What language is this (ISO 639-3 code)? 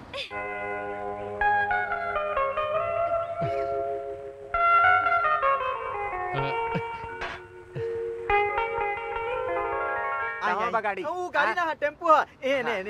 bho